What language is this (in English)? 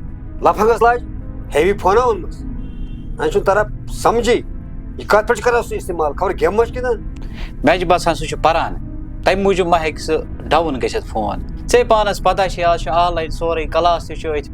Kashmiri